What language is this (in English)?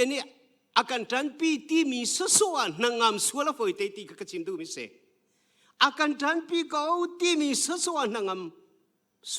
Hakha Chin